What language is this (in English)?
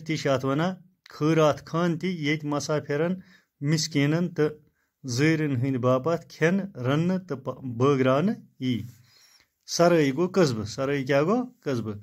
Kashmiri